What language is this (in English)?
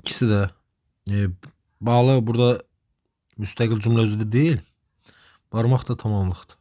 Azerbaijani